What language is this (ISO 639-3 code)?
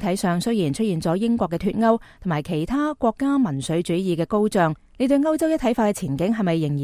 yue